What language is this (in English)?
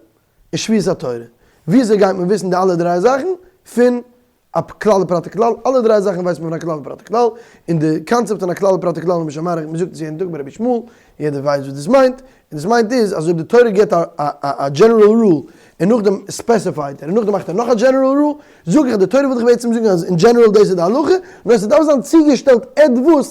Yiddish